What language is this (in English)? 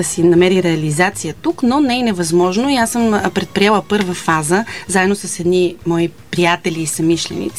Bulgarian